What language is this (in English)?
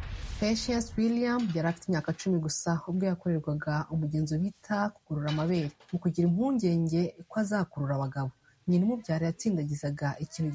Kinyarwanda